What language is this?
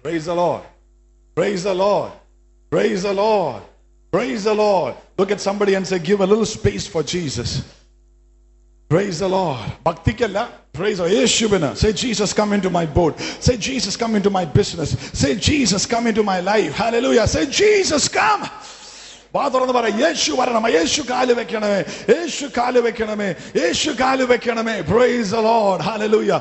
Malayalam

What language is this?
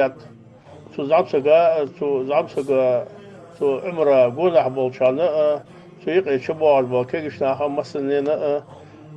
Ingush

